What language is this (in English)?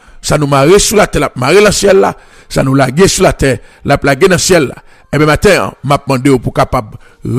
French